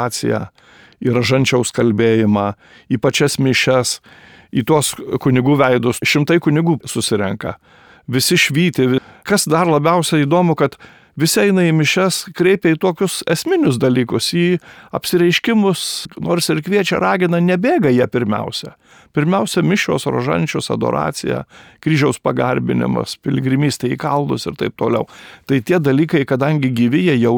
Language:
Lithuanian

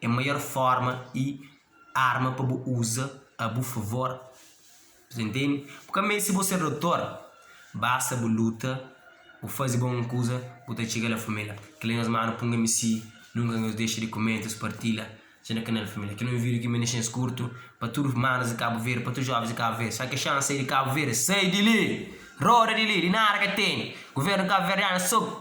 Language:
Kabuverdianu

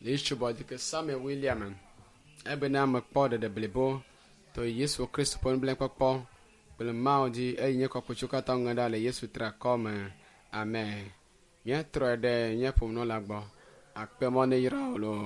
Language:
Ewe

